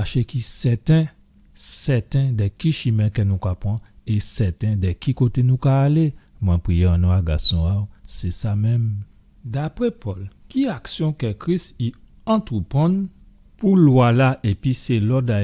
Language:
Guadeloupean Creole French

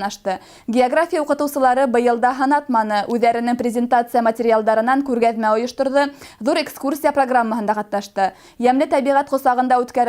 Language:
Bashkir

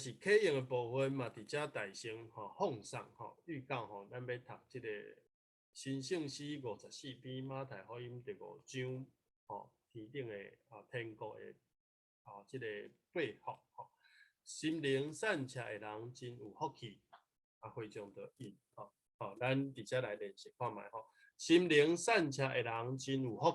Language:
Min Nan Chinese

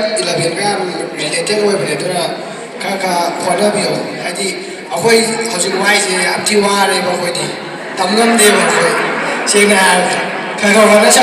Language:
Manipuri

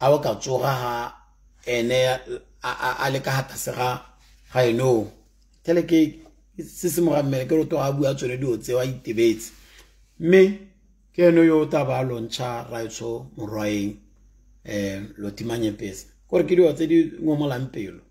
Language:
Tswana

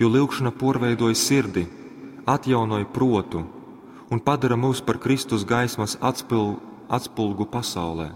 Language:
Latgalian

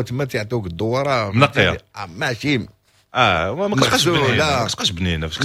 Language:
Moroccan Arabic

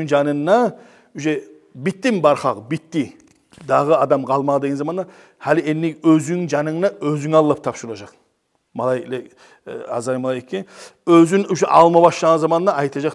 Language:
Kumyk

